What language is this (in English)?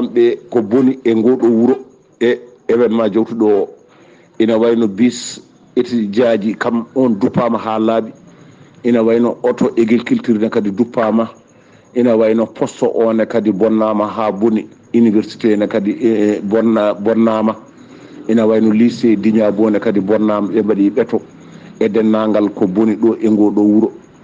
Fula